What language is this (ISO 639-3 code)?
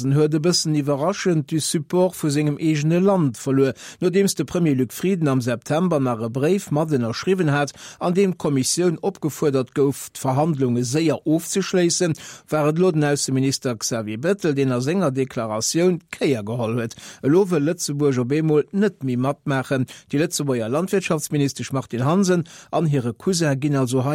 ltz